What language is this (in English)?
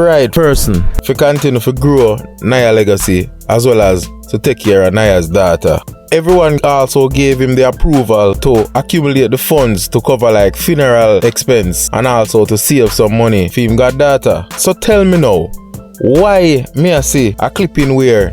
Jamaican Creole English